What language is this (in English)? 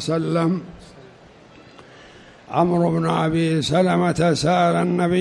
Arabic